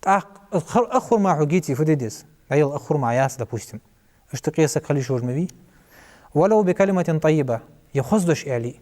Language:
Ingush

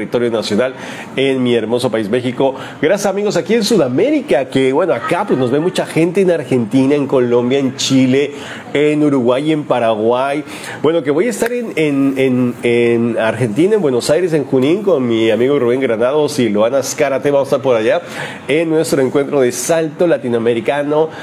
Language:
Spanish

